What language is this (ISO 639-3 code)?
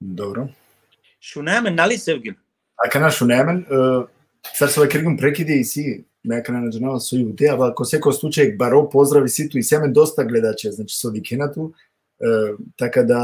rmn